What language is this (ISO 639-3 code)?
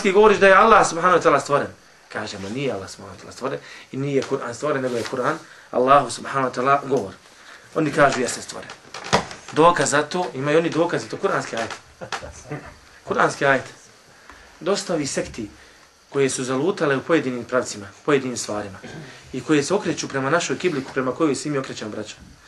bos